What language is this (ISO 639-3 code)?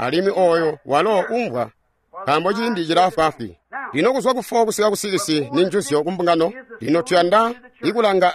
toi